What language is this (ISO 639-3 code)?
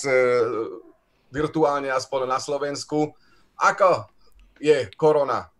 slk